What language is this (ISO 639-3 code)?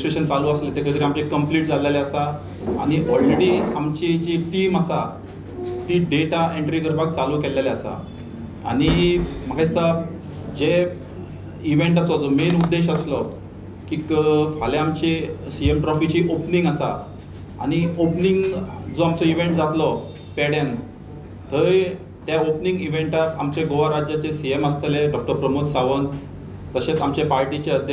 kok